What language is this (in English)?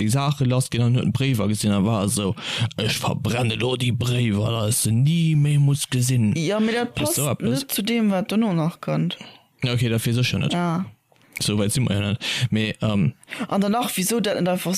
Luxembourgish